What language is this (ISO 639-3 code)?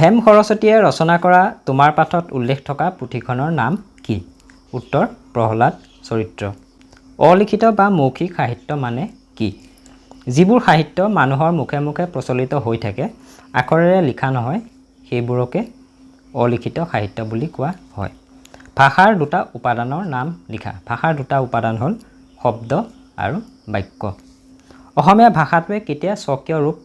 asm